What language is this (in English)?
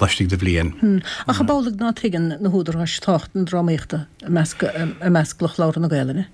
Irish